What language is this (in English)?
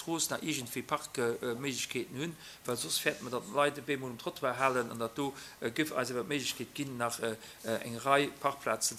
Luxembourgish